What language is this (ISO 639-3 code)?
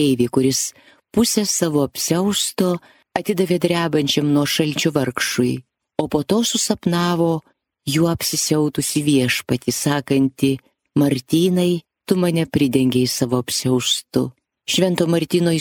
lit